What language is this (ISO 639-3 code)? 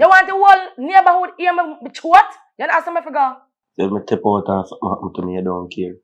jam